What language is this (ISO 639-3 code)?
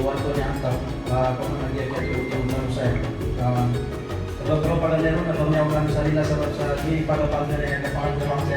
mrw